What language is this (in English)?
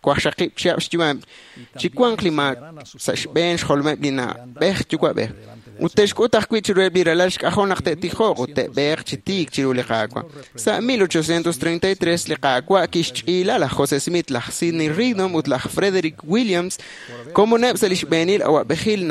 Kekchí